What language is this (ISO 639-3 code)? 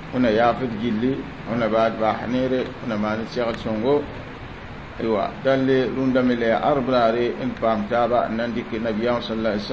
mos